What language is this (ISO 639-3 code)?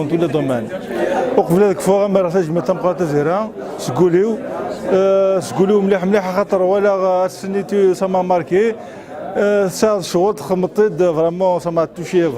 kab